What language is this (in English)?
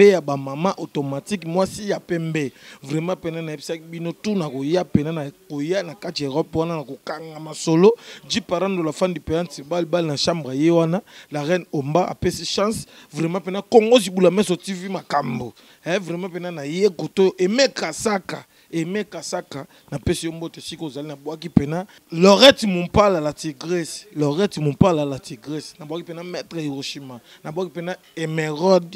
Lingala